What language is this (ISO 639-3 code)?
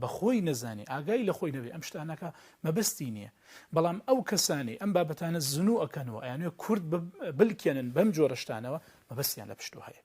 ckb